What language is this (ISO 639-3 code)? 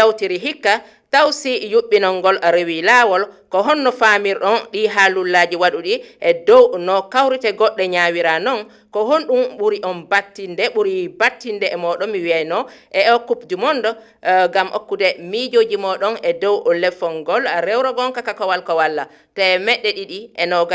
ful